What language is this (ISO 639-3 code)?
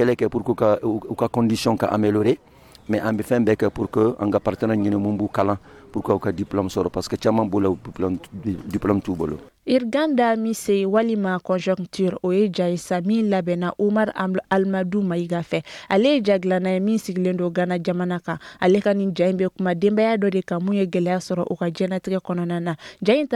bam